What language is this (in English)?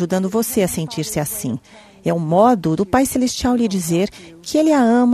Portuguese